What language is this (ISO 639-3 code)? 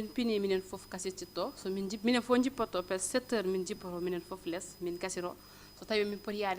ful